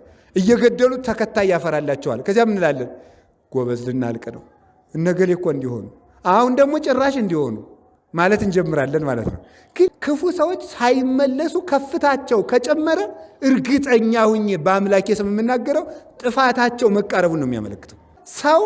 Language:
Amharic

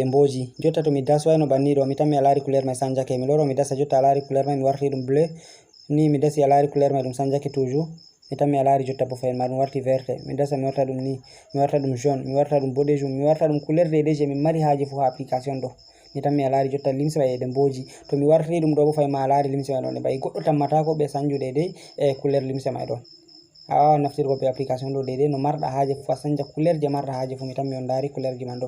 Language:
Fula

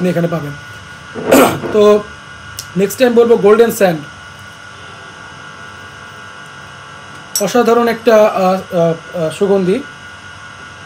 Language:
Bangla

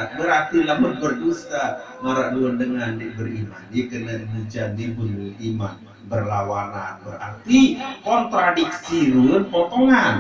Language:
Sasak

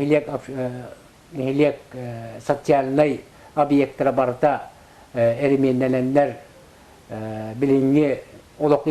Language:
Yakut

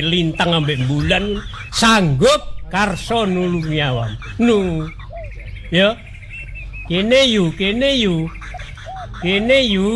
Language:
Javanese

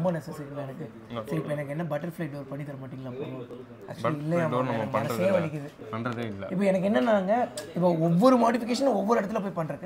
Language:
Tamil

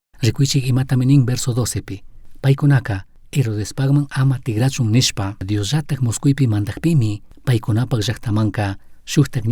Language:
Chimborazo Highland Quichua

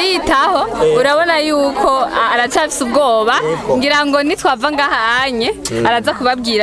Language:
Rundi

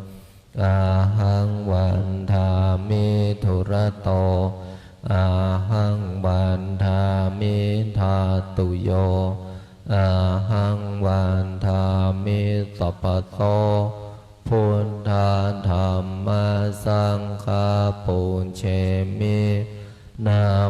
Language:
Pali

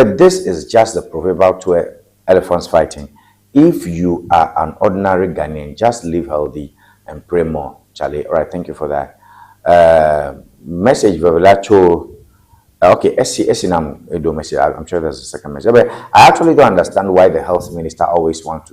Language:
Ewe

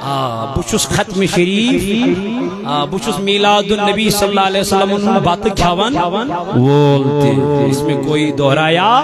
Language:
Kashmiri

